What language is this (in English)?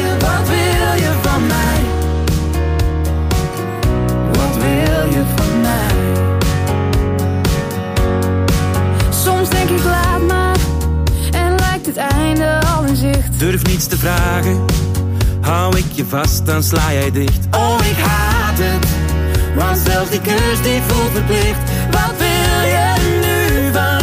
Dutch